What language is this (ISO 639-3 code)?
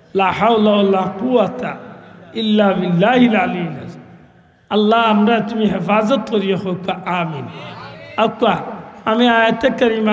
syl